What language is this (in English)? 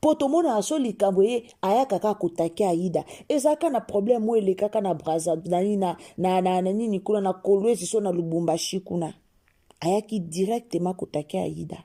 Lingala